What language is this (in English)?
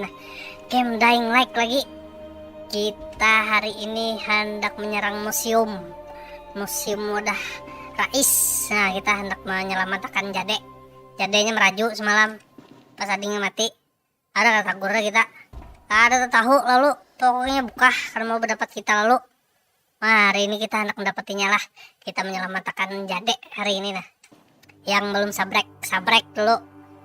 Banjar